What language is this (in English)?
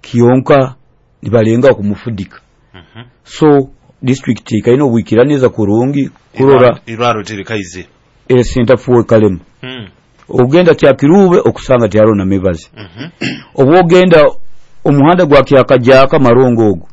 Nyoro